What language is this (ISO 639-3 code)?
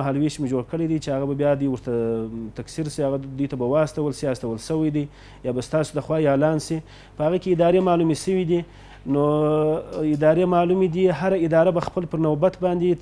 pus